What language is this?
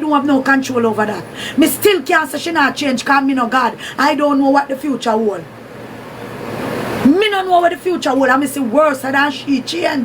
Jamaican Creole English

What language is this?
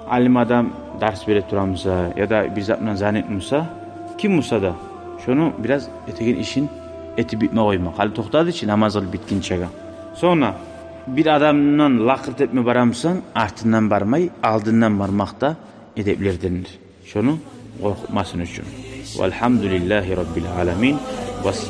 Kumyk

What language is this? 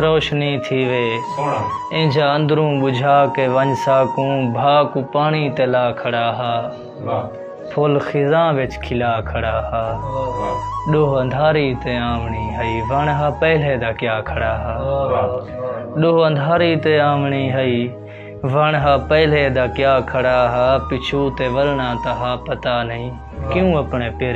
Saraiki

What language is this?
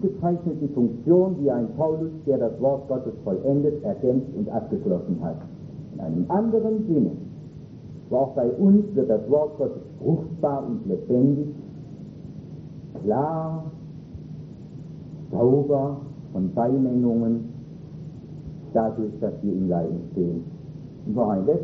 German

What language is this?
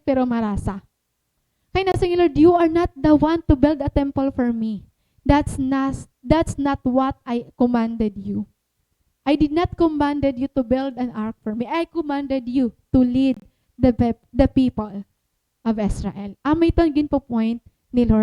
Waray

